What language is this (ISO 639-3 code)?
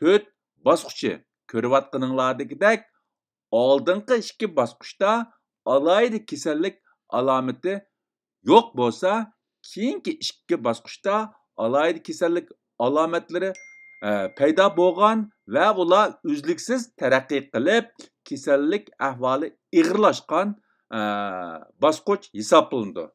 uig